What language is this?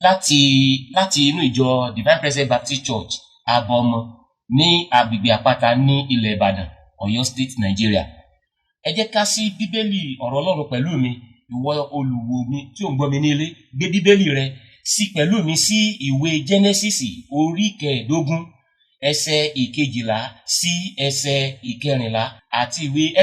Yoruba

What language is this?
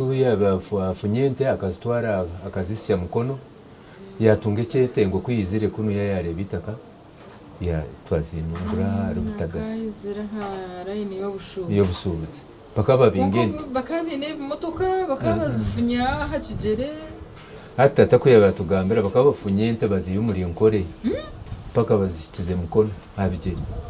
Nyankole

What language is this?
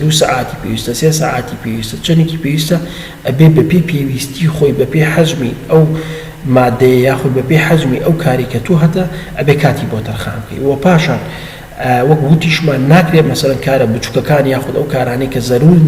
Central Kurdish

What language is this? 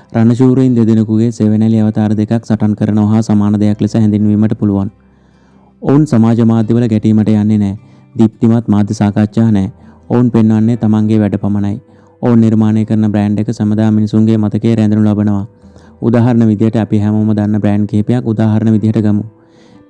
Sinhala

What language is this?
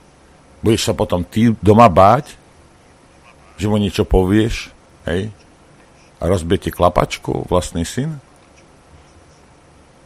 Slovak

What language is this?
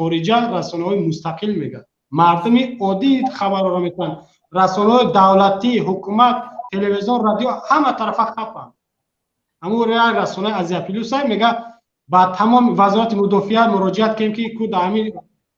Tajik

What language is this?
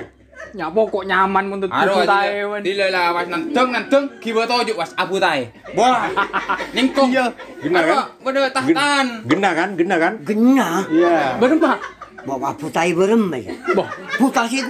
Madurese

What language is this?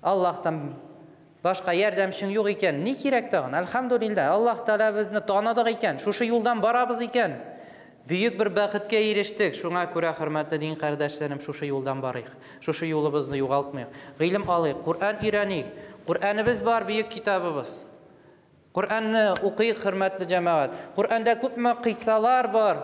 Tatar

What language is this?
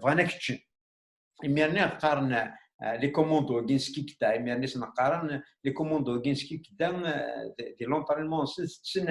Kabyle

